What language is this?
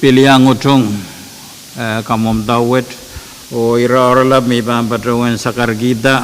Pohnpeian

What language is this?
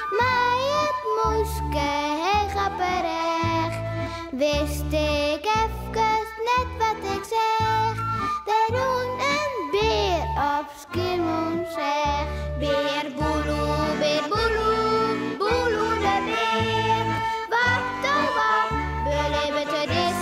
Western Frisian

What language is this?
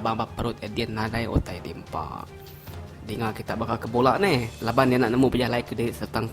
Iban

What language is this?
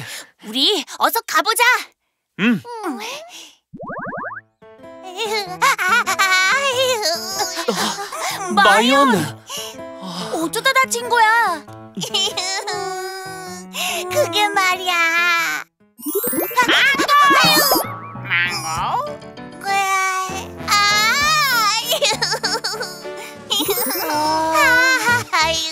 Korean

